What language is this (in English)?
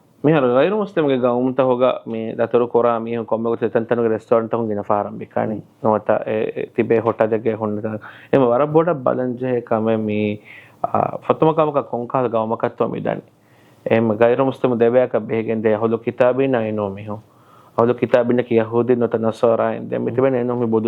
Divehi